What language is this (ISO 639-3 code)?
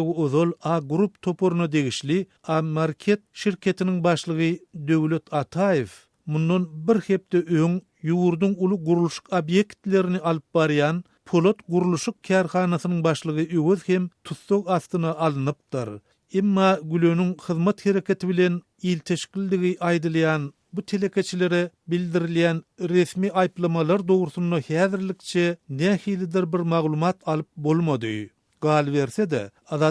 tuk